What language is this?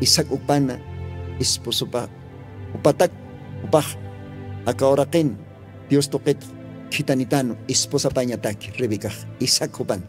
Aymara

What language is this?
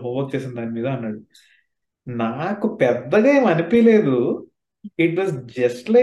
Telugu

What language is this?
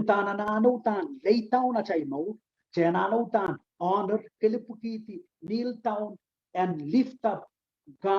Pohnpeian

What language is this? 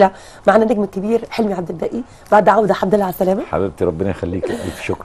Egyptian Arabic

